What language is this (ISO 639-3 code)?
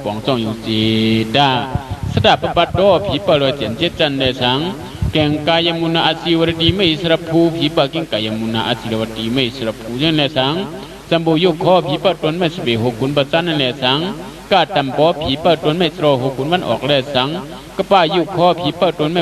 shn